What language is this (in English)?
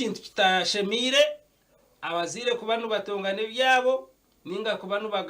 Nyankole